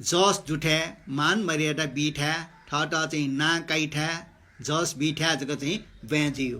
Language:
Newari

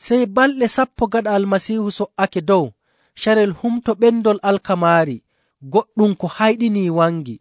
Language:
Nigerian Fulfulde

